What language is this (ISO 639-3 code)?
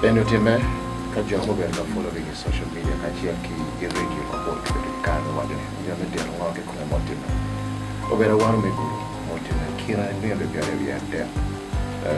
ach